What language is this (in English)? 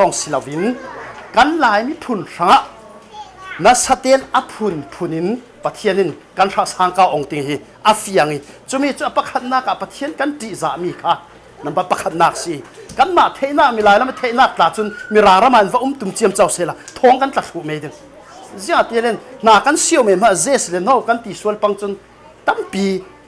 Falam Chin